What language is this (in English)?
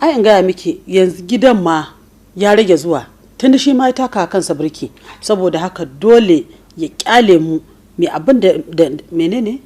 Hausa